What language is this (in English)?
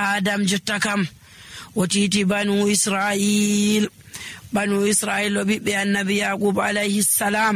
Nigerian Fulfulde